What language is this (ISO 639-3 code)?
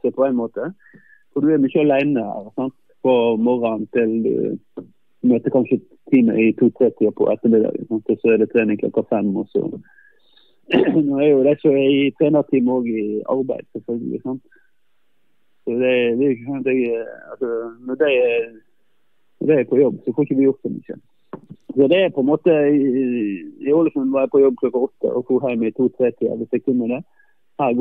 nor